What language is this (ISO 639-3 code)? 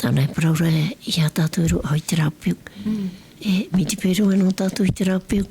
tah